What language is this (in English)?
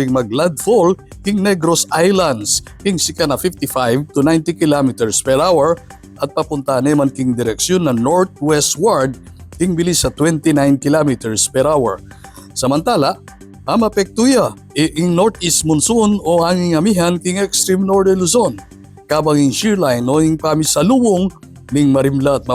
Pampanga